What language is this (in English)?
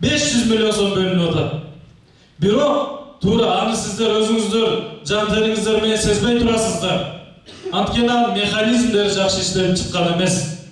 Kyrgyz